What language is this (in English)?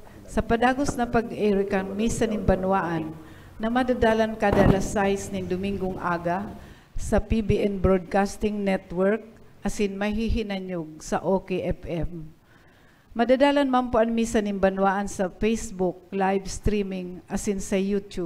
Bikol